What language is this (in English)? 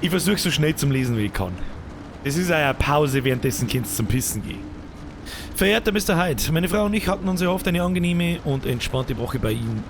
Bavarian